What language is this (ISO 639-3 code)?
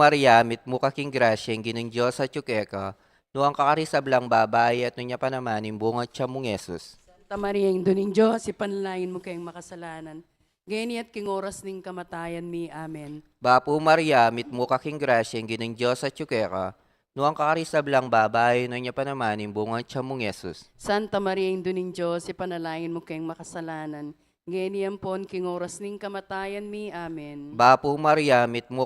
pam